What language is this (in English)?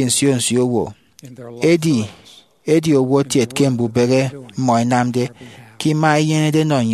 Efik